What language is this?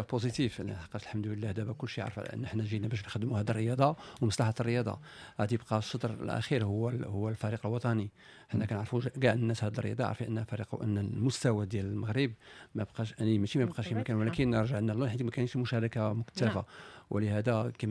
Moroccan Arabic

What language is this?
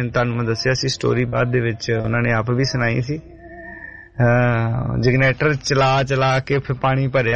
Punjabi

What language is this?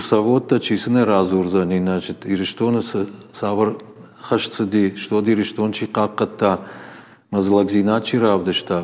Ossetic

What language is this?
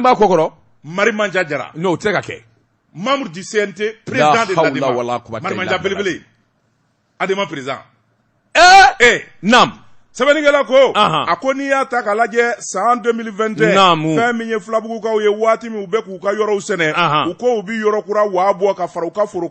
Bambara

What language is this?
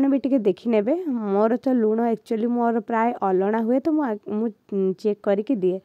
Odia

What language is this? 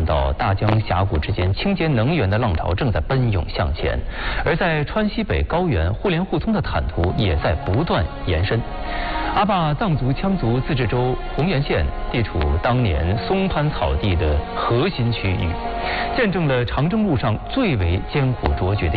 Chinese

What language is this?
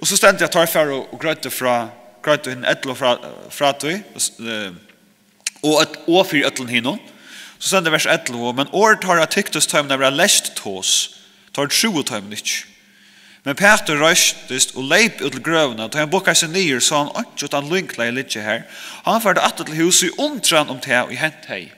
Faroese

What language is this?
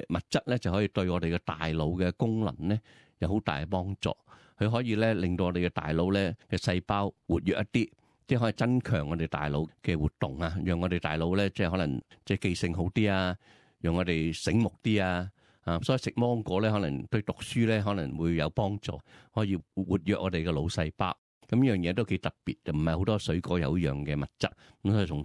Cantonese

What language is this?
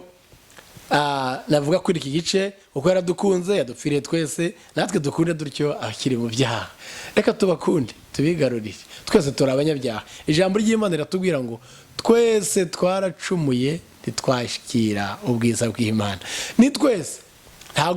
Kinyarwanda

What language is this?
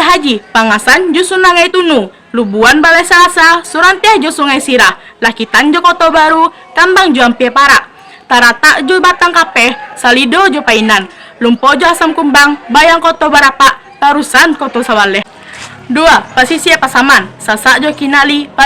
Minangkabau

